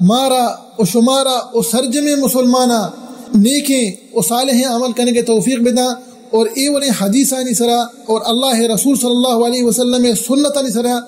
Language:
Eastern Balochi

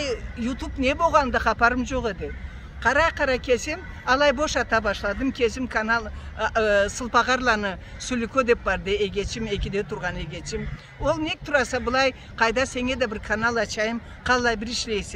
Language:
Karachay-Balkar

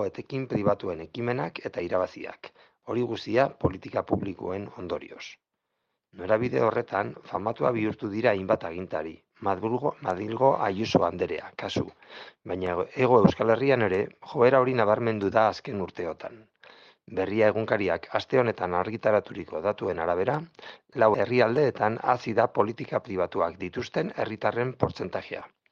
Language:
Basque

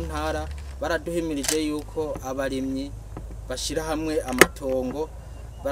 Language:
Rundi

